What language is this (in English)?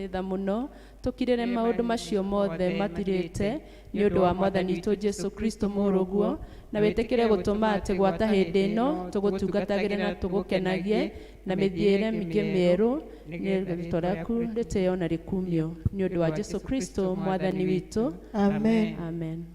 Kikuyu